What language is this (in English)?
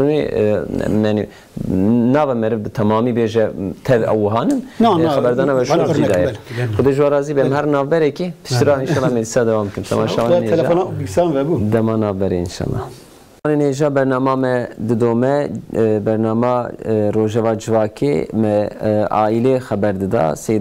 Kurdish